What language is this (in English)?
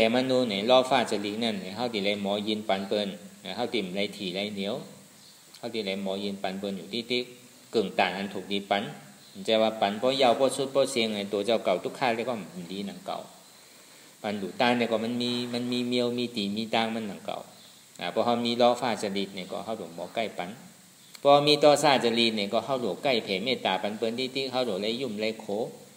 Shan